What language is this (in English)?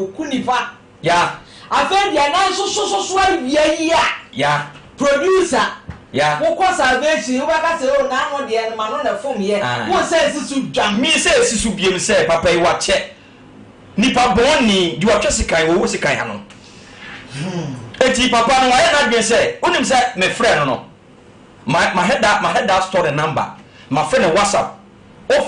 Akan